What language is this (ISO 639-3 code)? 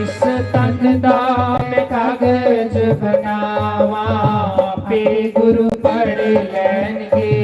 doi